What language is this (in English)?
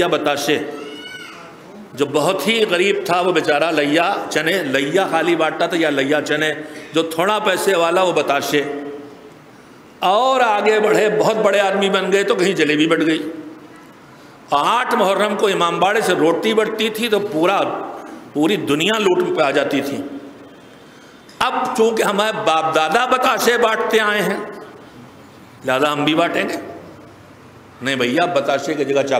Urdu